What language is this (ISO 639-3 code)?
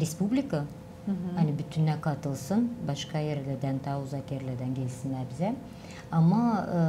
gag